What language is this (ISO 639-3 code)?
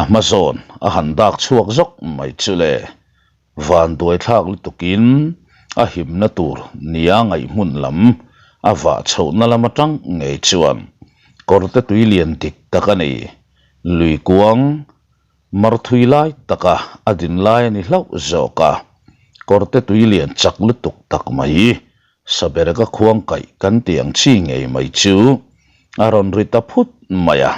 lus